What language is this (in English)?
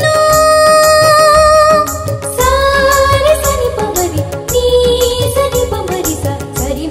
Kannada